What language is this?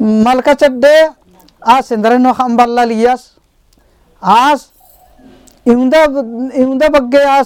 Kurukh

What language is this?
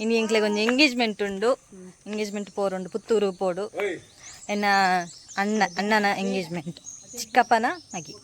Tulu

